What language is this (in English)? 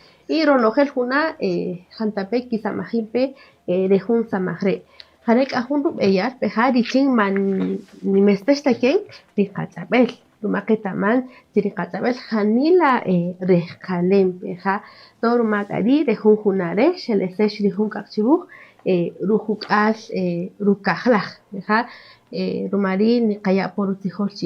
Kaqchikel